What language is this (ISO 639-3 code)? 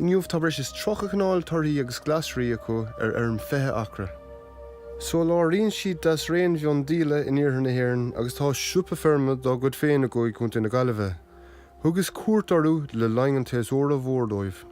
gle